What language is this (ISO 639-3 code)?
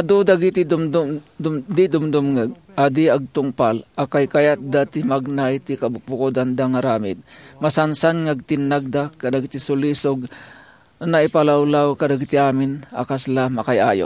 ilo